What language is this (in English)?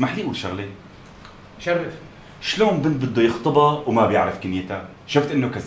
North Levantine Arabic